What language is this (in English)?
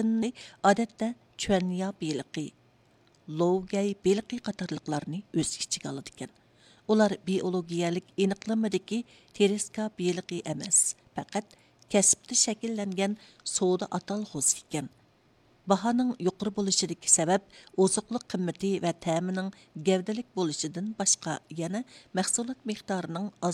Uyghur